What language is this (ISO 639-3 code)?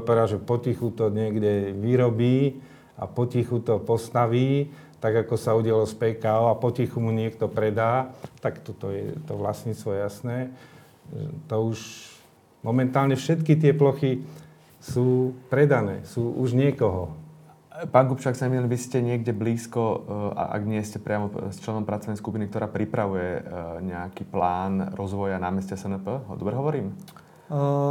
slk